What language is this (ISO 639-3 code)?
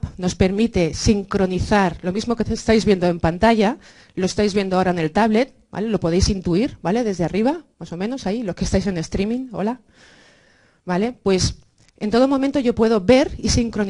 spa